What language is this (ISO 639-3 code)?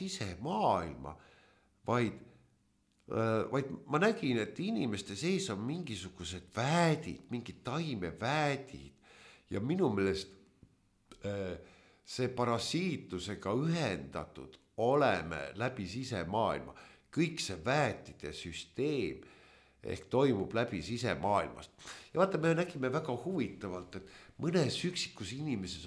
est